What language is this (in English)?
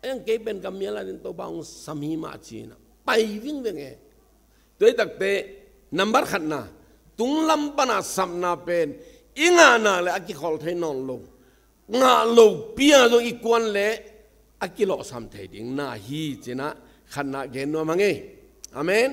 Tedim Chin